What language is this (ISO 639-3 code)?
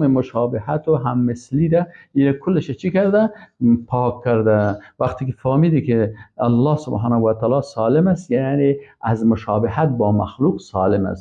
fas